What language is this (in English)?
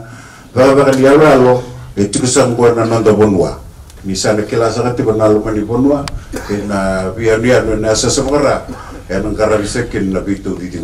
Fijian